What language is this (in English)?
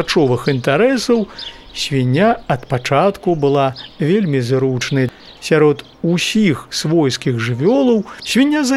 Belarusian